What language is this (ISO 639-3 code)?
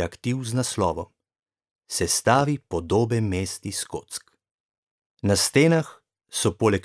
slv